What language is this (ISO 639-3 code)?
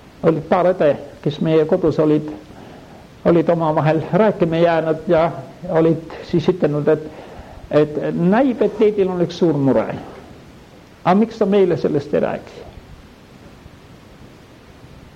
est